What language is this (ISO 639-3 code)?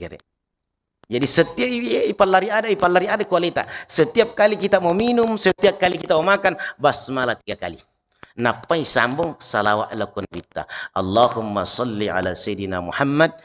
bug